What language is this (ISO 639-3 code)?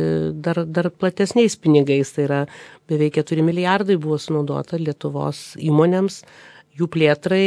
lit